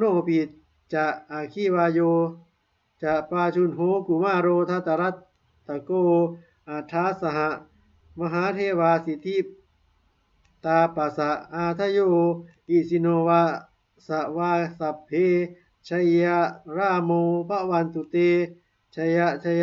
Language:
Pali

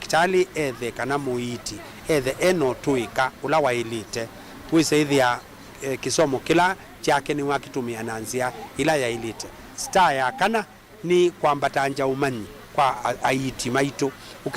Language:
Kamba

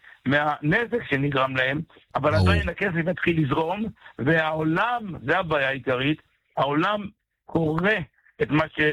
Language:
Hebrew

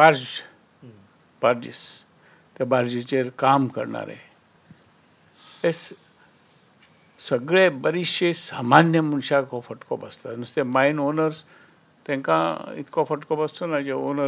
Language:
Konkani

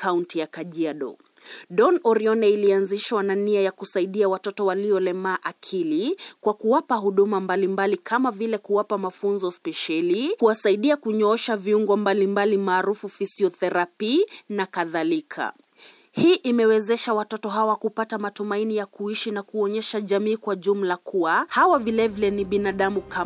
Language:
Swahili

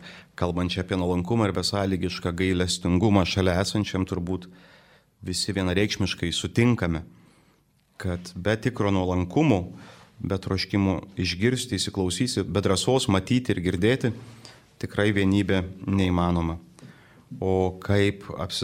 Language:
Lithuanian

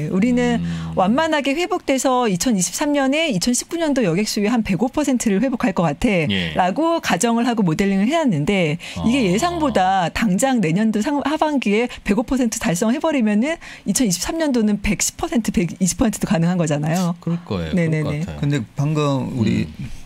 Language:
Korean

